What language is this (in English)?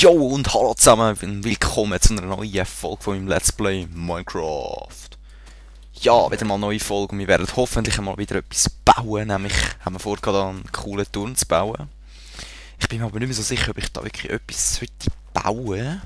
Swiss German